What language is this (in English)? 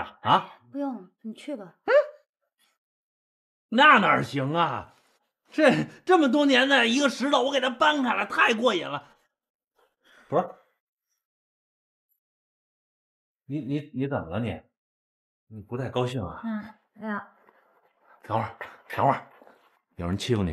Chinese